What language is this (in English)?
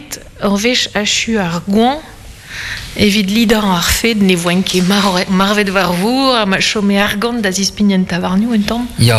Breton